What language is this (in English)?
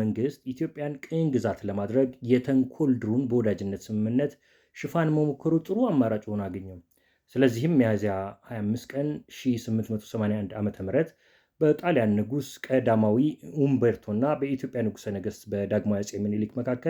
Amharic